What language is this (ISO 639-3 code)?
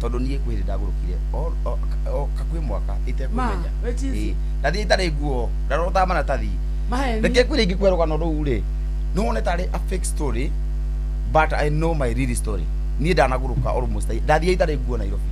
kik